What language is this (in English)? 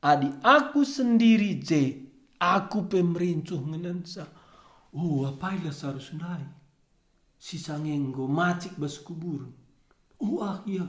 Batak Karo